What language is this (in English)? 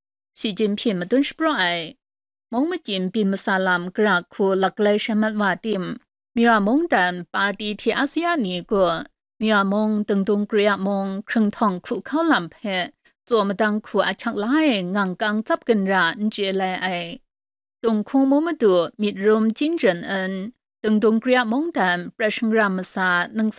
Kachin